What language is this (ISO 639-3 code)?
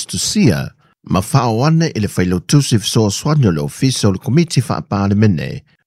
smo